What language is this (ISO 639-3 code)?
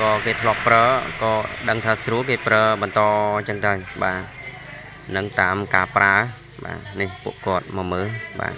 khm